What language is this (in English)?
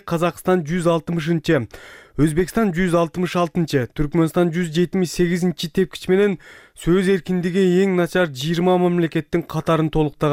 Kyrgyz